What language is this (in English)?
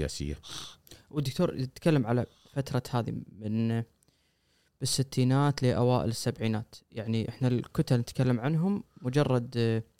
Gulf Arabic